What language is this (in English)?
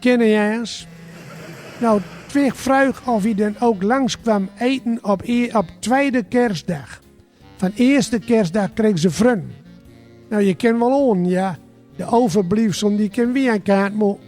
Gronings